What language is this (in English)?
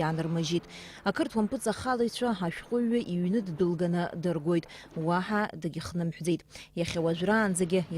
Abkhazian